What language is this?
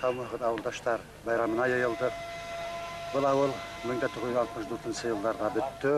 Bashkir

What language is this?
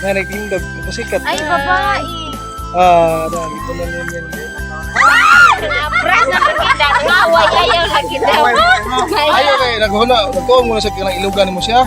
Cebuano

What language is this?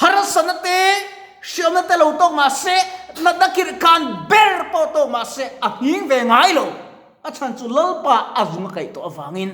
Mizo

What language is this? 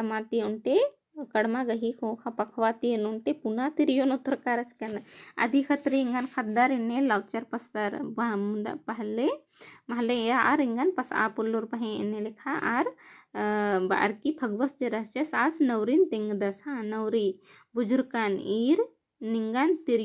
Kurukh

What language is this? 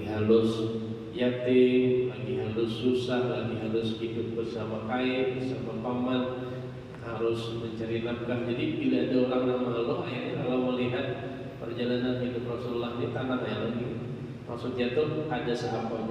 Banjar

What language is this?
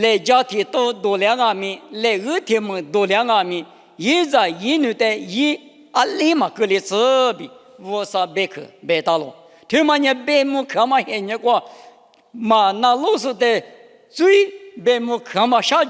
Lisu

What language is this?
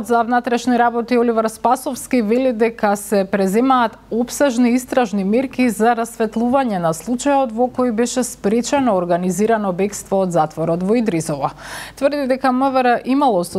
Macedonian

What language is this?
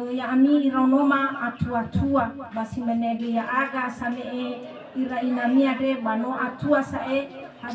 Nias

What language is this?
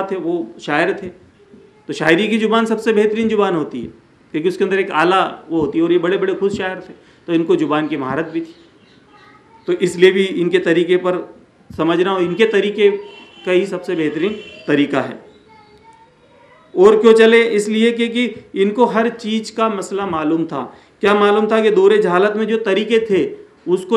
Urdu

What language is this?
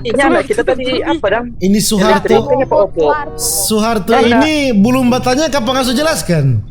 Manado Malay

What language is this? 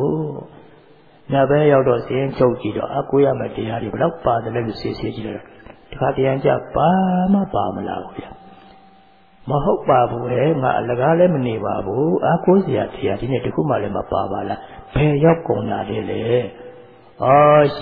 Burmese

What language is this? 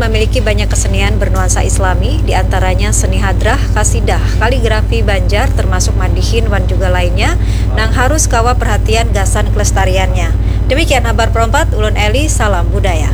Banjar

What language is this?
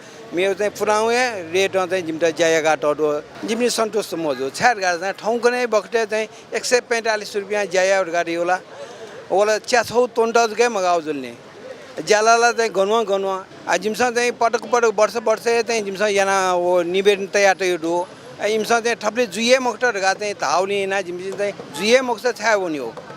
Newari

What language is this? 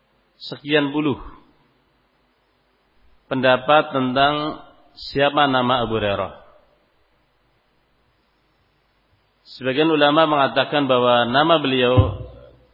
Indonesian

